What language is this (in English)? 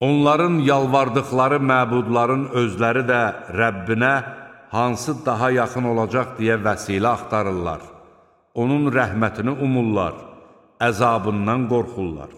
Azerbaijani